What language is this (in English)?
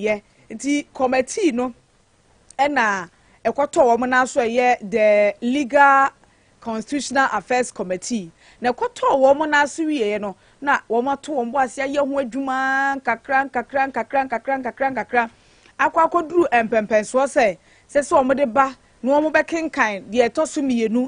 Akan